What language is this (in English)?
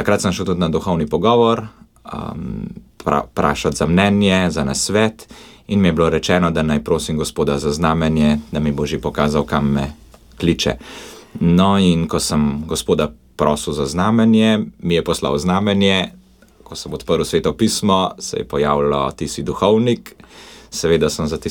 Slovenian